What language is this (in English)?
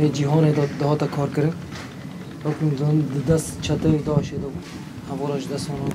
Kurdish